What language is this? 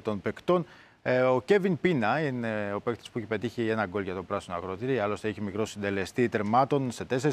Greek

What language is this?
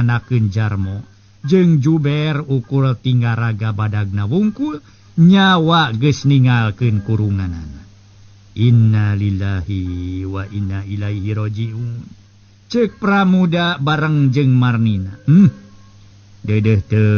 Sundanese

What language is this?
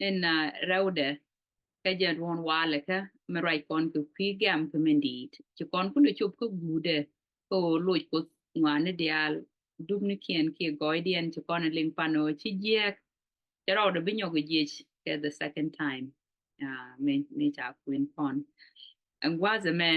Nuer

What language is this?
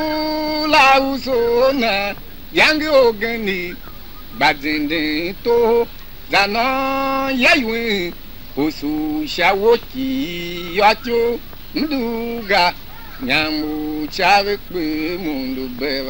Tiv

